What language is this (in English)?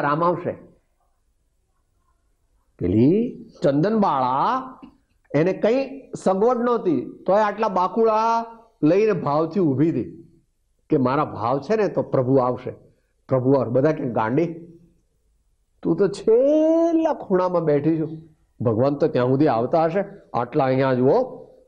Gujarati